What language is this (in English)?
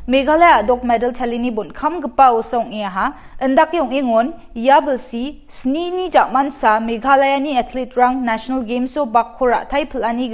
Garo